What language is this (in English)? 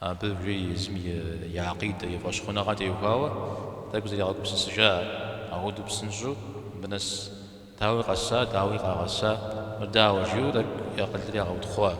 Kabardian